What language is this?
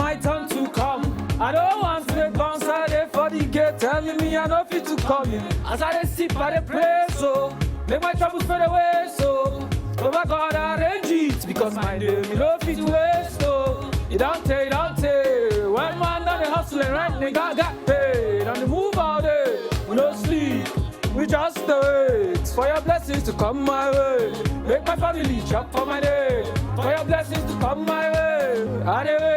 Nigerian Pidgin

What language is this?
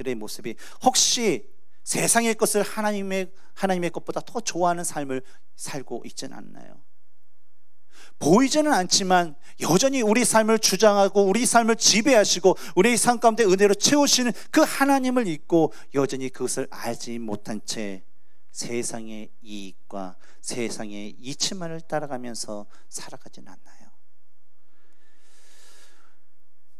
Korean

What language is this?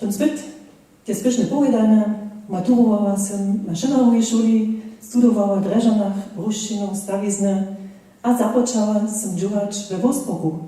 Upper Sorbian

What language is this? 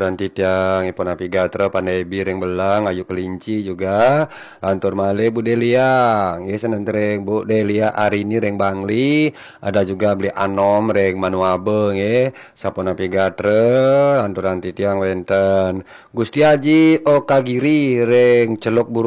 Balinese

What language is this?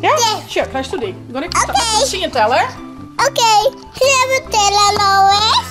Western Frisian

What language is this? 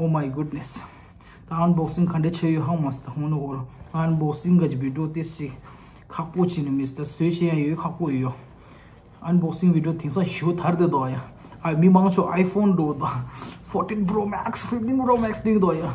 Tibetan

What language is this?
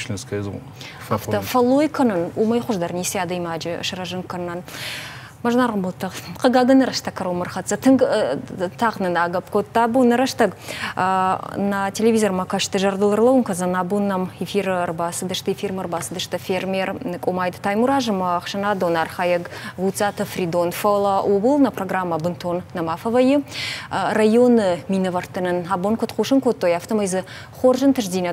Ossetic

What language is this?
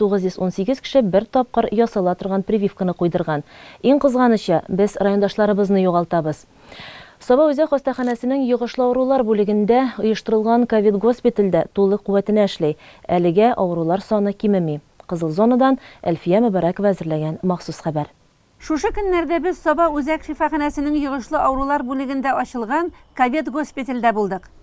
Tatar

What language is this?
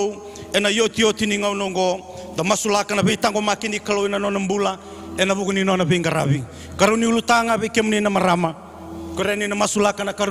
Fijian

